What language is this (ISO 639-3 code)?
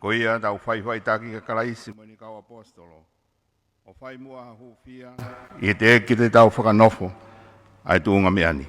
ton